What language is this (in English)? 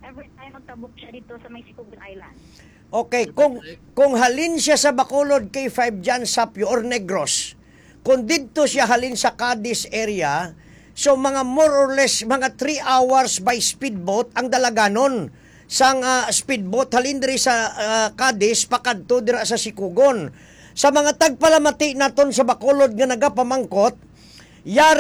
Hiligaynon